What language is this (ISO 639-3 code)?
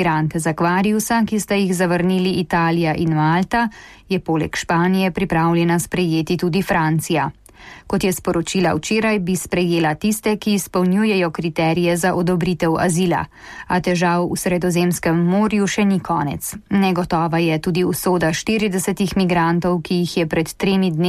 slv